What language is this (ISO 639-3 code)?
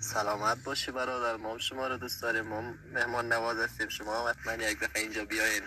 tgk